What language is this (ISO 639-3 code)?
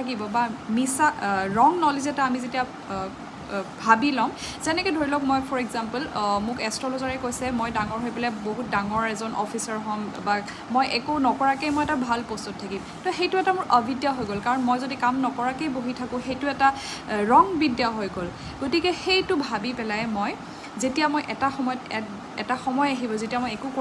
asm